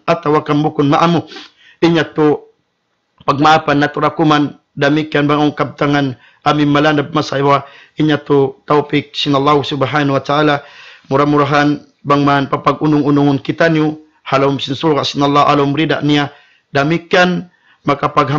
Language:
Tausug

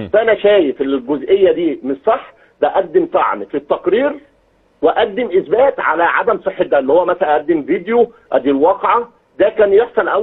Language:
Egyptian Arabic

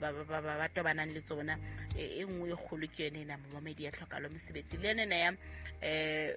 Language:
Southern Sotho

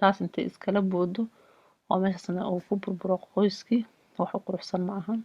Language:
Somali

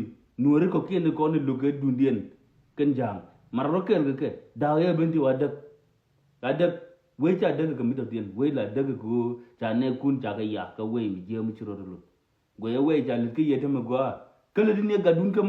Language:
Nuer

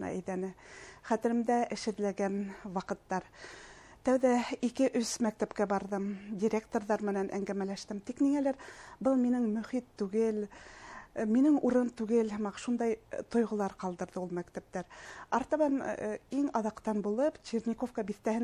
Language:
Bashkir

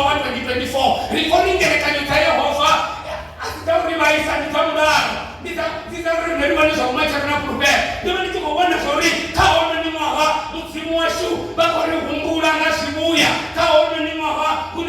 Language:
Venda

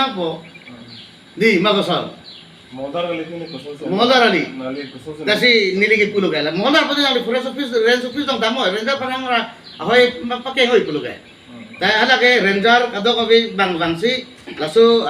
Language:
Karbi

